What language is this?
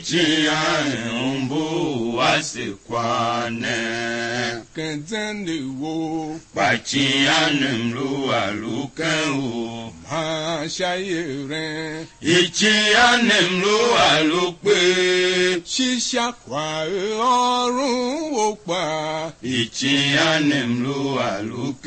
Tiv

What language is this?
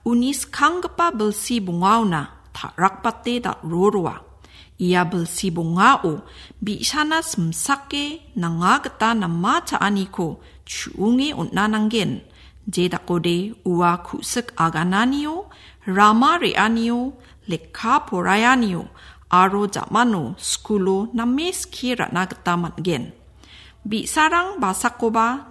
Garo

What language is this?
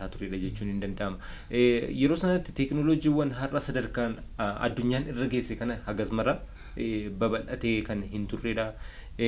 Oromo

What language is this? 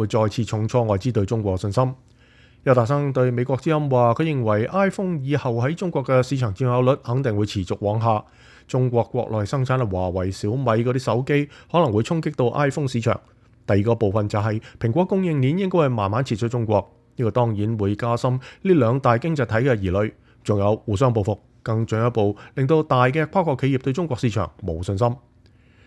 Cantonese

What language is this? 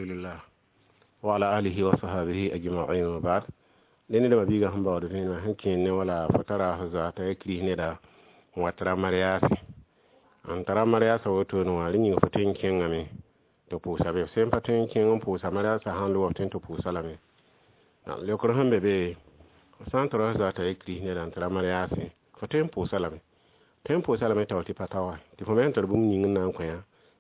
Mossi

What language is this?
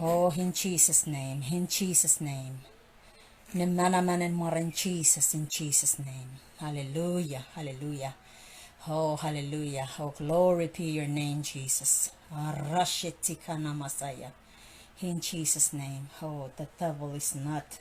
Pohnpeian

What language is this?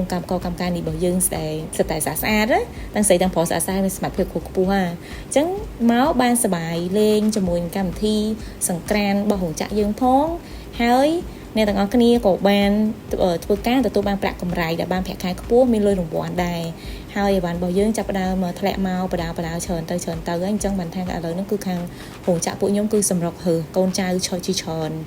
Khmer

